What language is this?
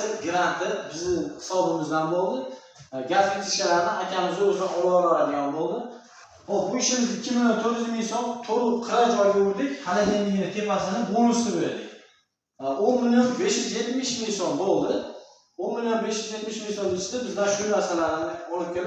Uzbek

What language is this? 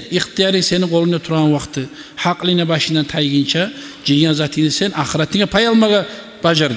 Kumyk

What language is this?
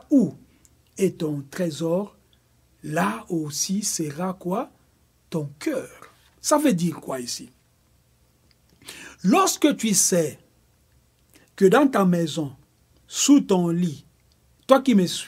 French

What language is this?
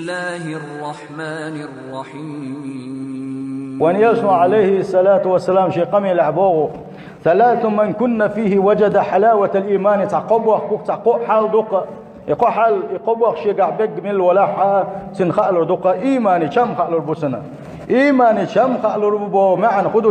Chechen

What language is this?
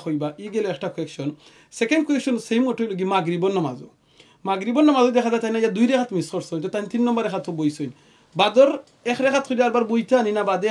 Sylheti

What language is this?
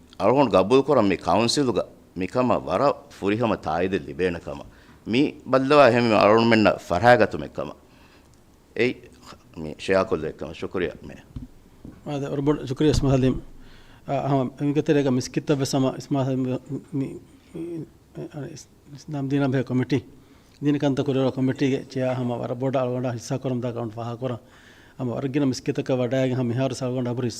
Divehi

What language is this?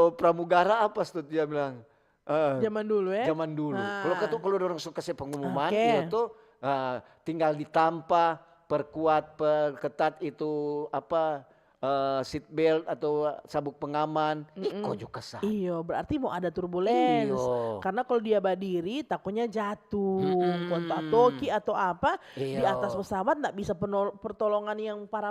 Manado Malay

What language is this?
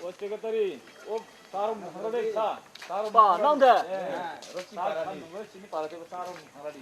Riang (India)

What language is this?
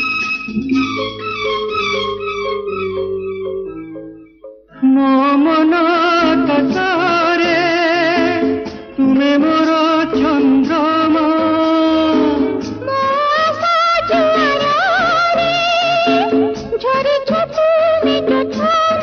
Odia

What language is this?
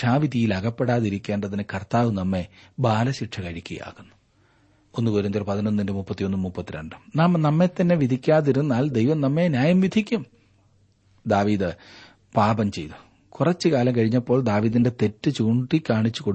Malayalam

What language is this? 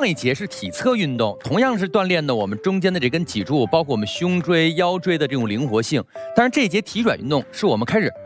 Chinese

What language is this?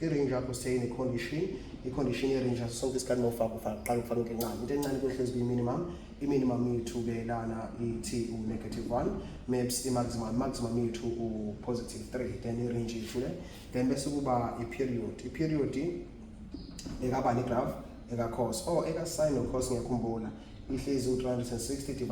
Zulu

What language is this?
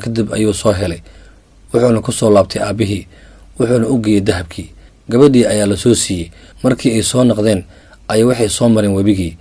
Somali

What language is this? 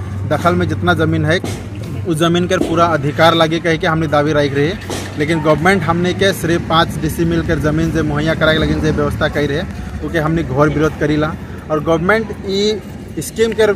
Sadri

